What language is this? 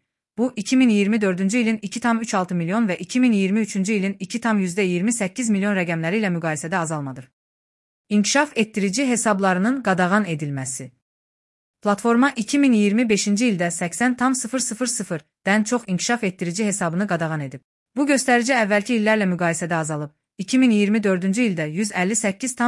Azerbaijani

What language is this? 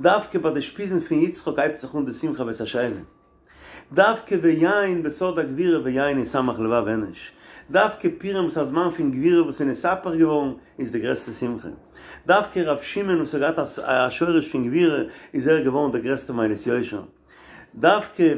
Yiddish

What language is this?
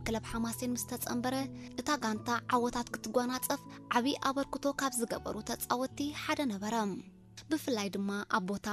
Tigrinya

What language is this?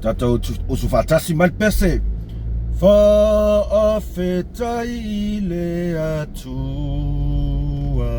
Samoan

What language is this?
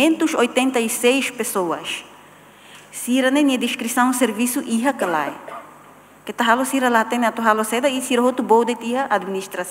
Tetum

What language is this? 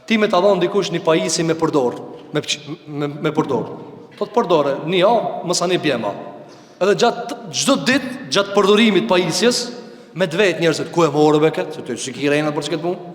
Albanian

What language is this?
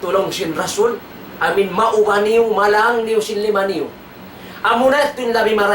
Tausug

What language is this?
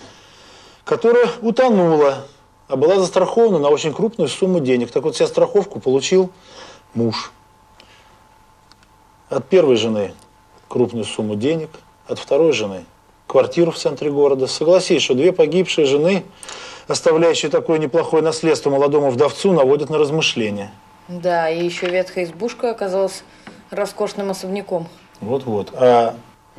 Russian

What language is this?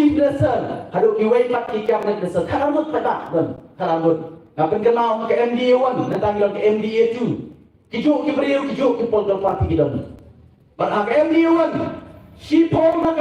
Khasi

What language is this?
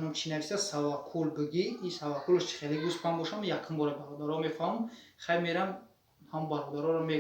Tajik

